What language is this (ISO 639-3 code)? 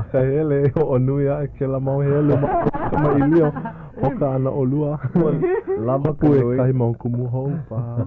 haw